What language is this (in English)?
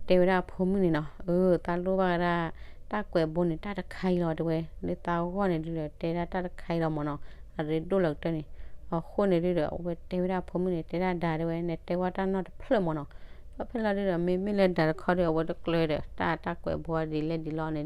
S'gaw Karen